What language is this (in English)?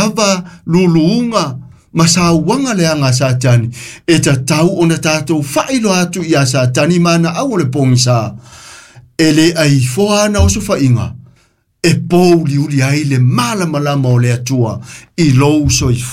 Samoan